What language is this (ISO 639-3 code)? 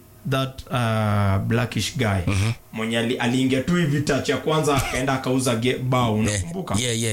swa